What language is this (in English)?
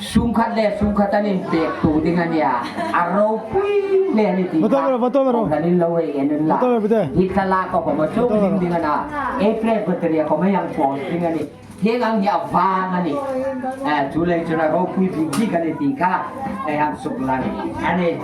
Hmar